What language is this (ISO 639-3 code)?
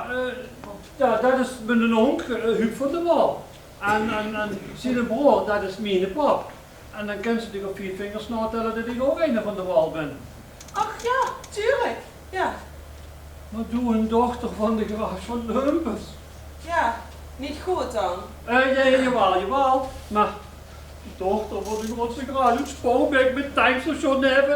lim